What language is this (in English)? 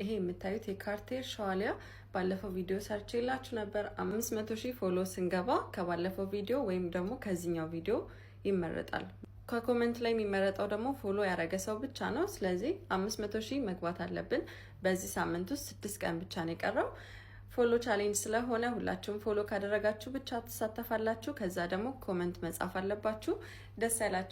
Amharic